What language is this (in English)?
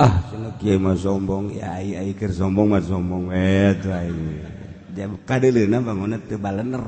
Sundanese